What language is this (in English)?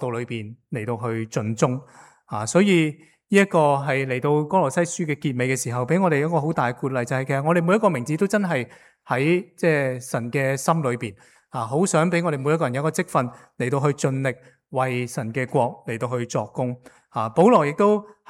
Cantonese